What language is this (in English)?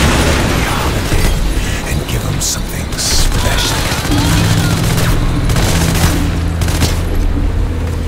English